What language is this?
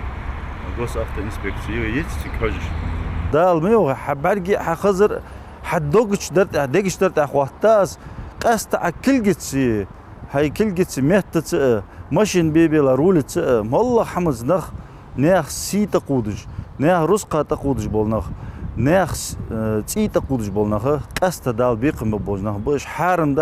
Ingush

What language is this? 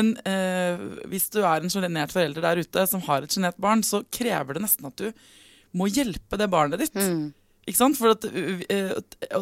Norwegian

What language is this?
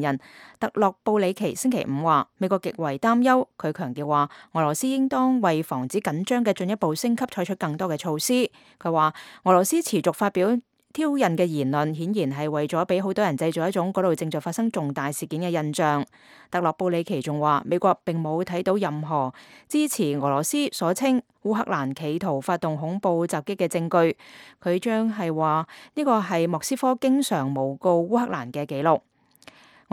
Cantonese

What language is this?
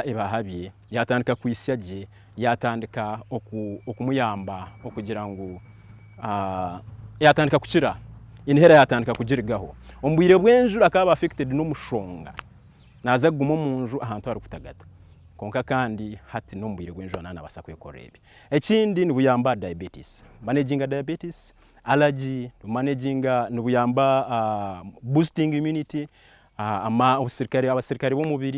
Nyankole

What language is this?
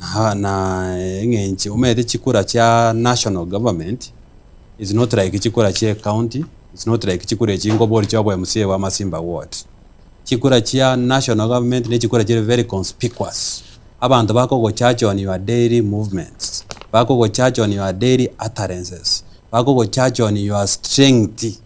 Gusii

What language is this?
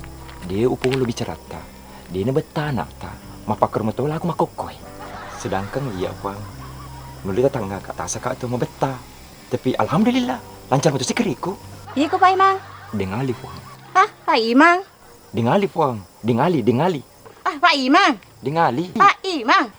Buginese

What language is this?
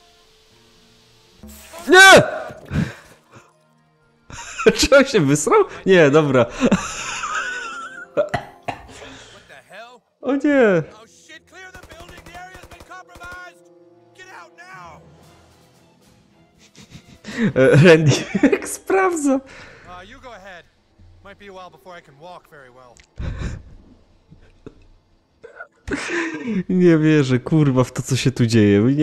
Polish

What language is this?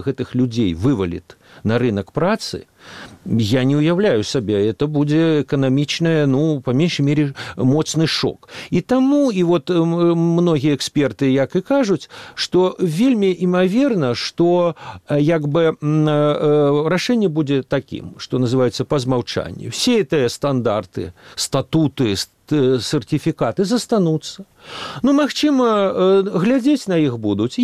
Belarusian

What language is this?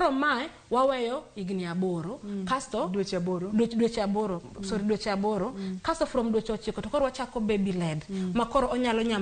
Luo (Kenya and Tanzania)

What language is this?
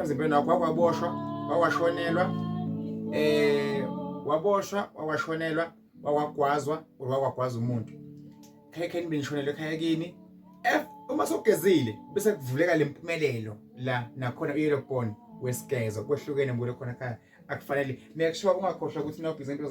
Zulu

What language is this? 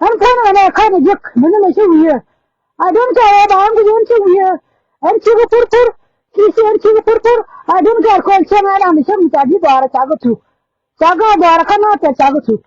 Nuer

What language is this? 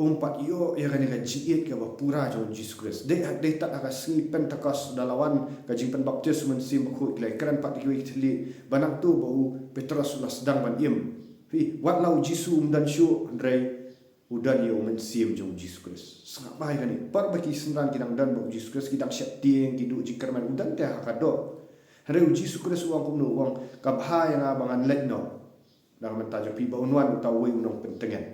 Khasi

